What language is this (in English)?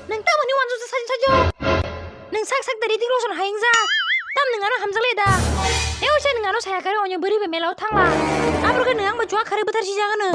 Kok Borok